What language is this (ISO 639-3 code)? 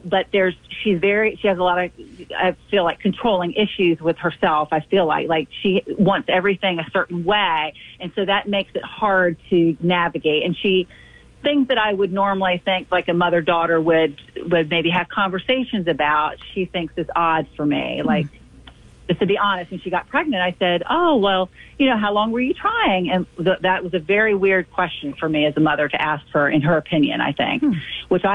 eng